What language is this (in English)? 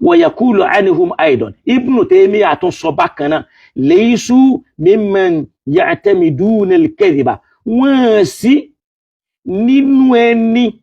Yoruba